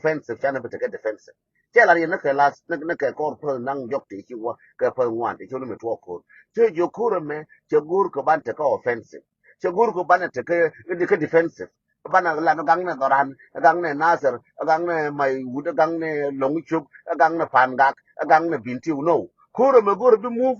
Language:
Nuer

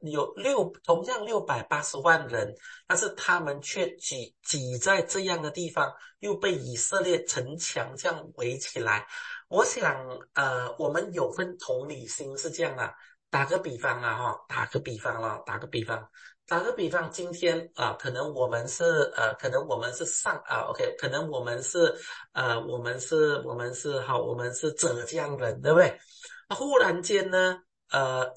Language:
Chinese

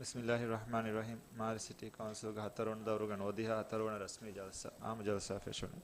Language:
Divehi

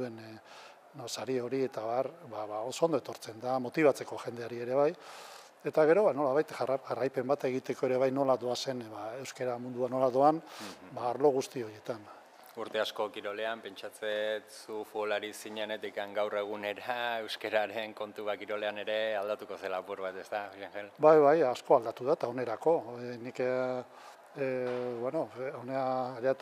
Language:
Basque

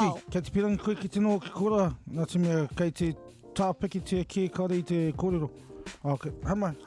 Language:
Māori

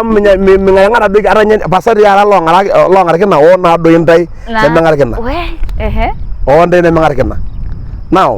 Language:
Masai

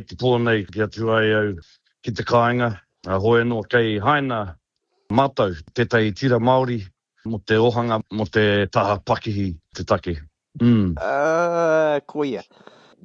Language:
Māori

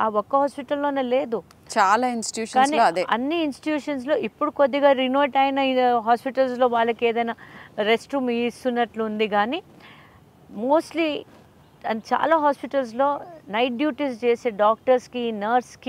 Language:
Telugu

